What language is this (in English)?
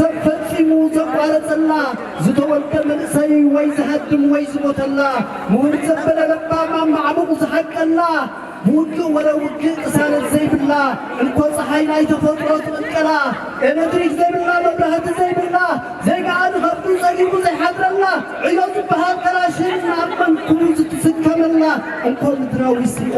Tigrinya